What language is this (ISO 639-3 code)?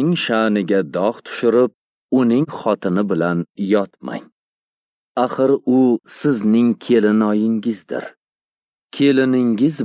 uzb